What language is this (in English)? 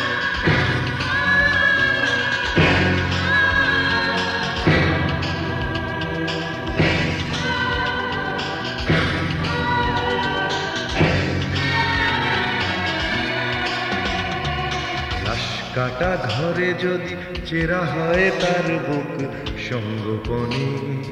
Bangla